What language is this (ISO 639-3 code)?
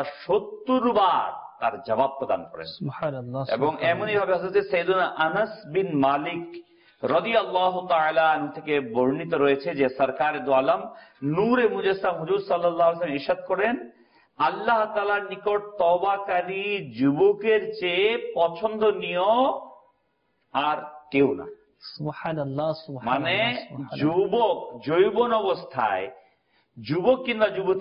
ben